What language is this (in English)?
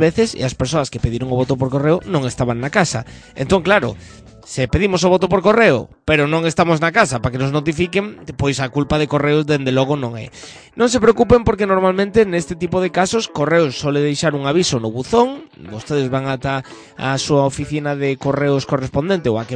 Galician